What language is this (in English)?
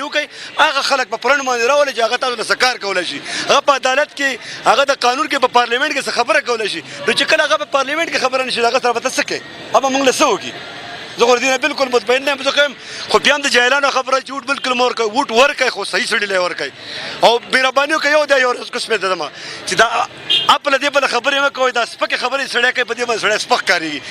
Pashto